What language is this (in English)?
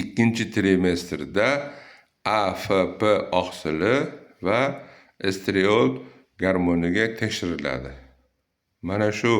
Uzbek